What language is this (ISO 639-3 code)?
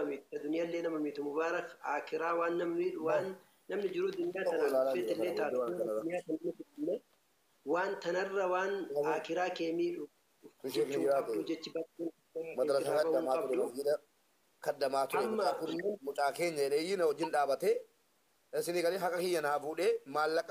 orm